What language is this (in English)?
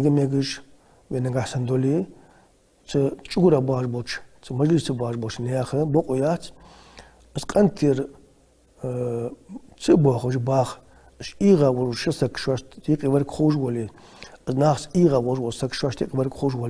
Ingush